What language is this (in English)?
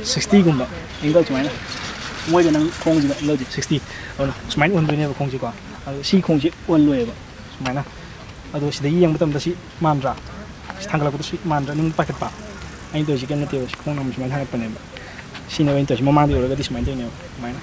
Manipuri